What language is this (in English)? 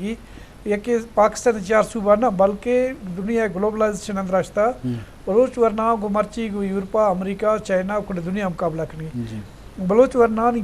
Eastern Balochi